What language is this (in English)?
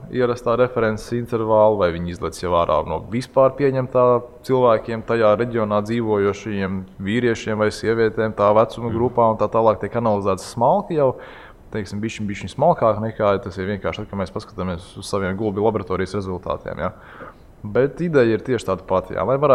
Latvian